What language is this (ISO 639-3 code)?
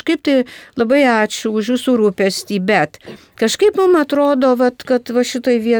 lit